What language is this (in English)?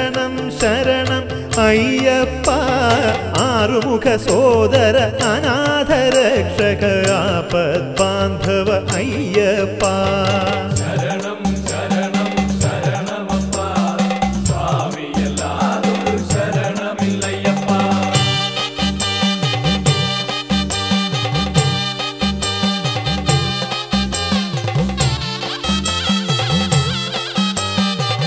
Malayalam